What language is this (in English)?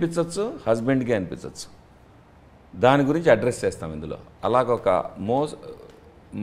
Telugu